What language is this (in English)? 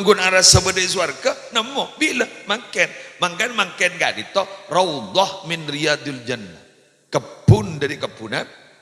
Madurese